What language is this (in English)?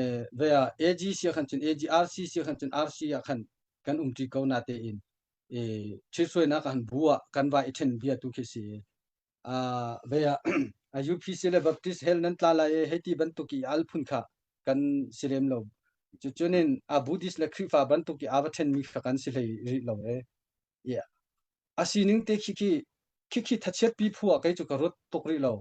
Hakha Chin